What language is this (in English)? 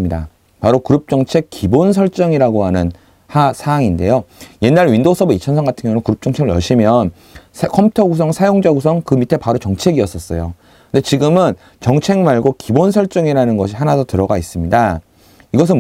Korean